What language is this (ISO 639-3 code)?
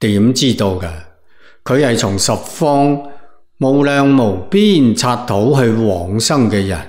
yue